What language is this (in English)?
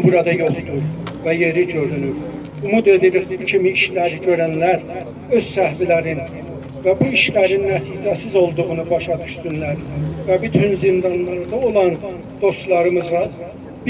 South Azerbaijani